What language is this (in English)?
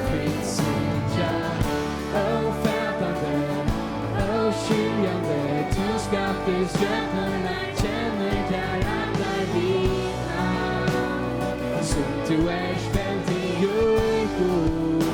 Faroese